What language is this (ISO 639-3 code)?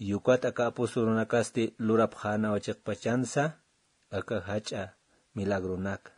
aym